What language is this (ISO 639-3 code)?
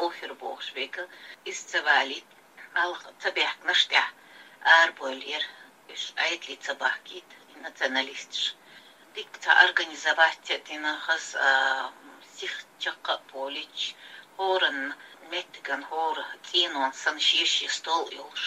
che